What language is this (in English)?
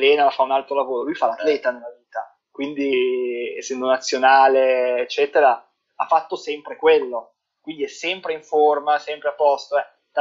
Italian